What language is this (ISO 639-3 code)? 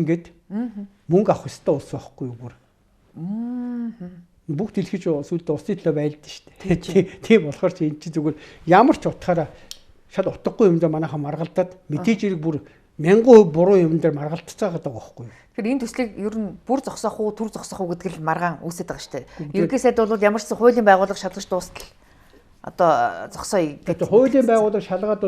mon